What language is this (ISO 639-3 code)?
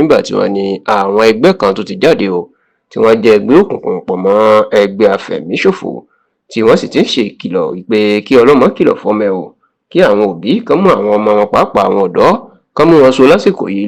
yor